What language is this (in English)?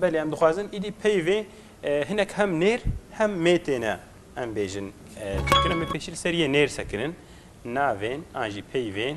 Kurdish